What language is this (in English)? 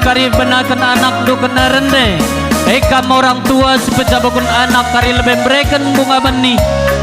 Batak Karo